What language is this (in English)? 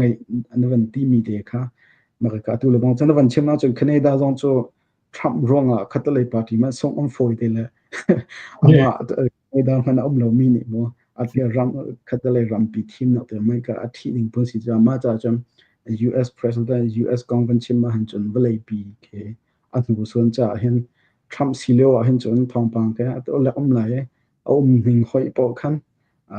Hakha Chin